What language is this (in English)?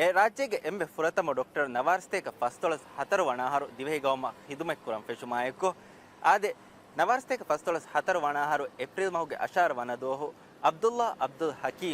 Divehi